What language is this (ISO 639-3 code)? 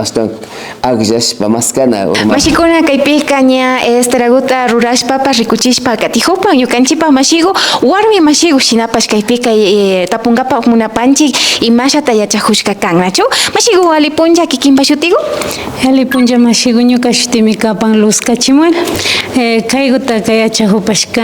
qvi